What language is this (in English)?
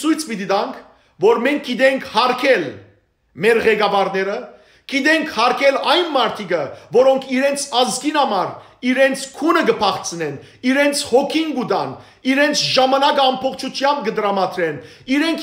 Western Armenian